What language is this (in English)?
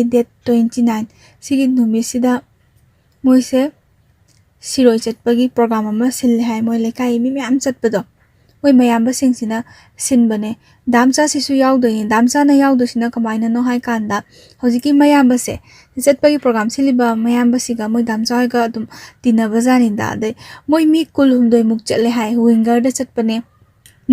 Manipuri